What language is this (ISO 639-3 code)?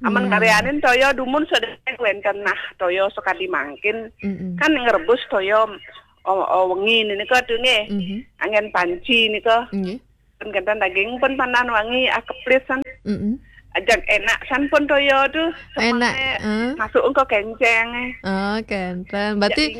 ban